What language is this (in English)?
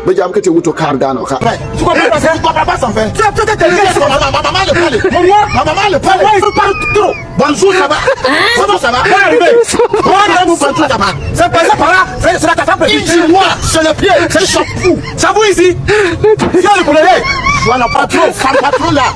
Bimoba